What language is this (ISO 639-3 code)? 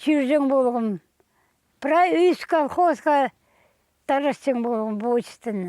kjh